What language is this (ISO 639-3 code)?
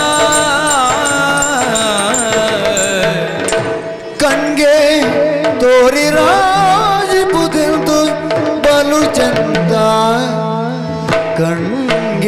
kan